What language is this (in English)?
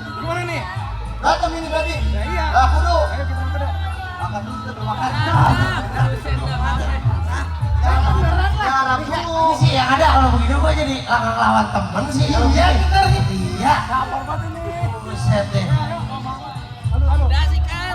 Betawi